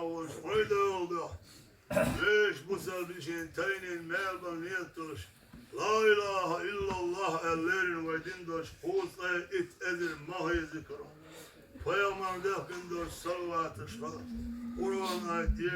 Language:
Chechen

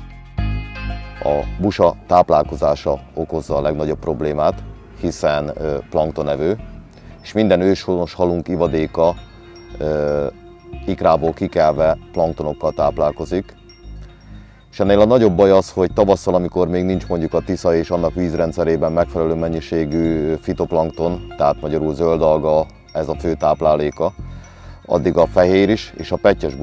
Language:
Hungarian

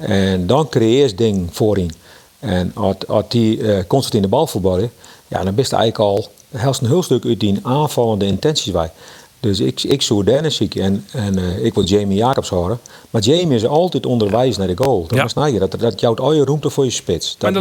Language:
Western Frisian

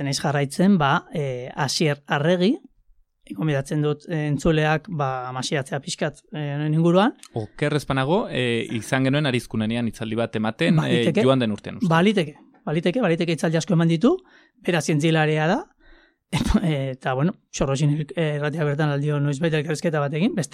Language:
Basque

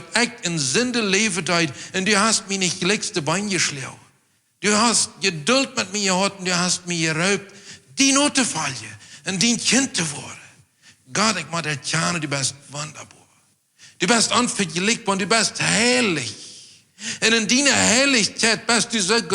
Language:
Plautdietsch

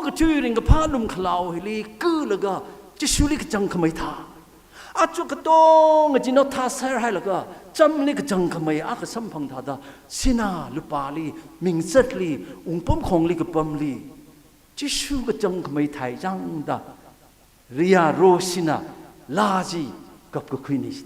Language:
Tangkhul Naga (India)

